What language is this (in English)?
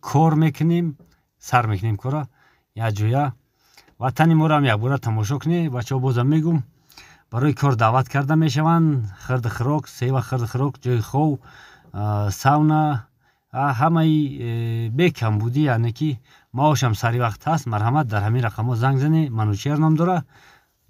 Tajik